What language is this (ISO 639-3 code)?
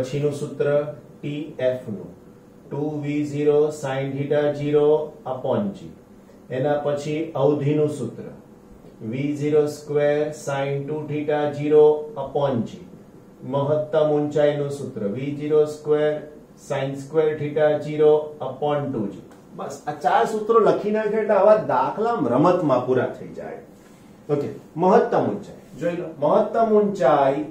guj